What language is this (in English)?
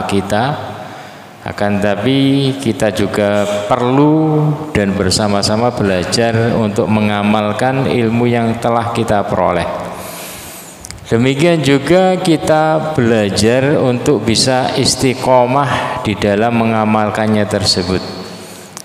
Indonesian